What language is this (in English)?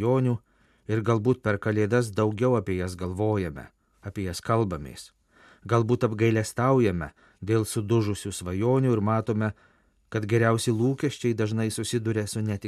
Lithuanian